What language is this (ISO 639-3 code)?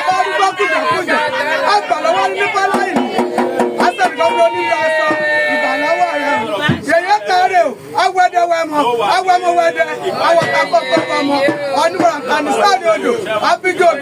yor